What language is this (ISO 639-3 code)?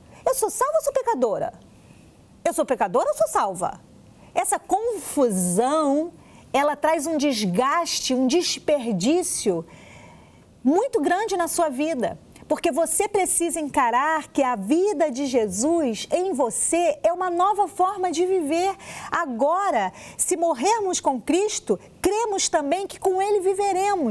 por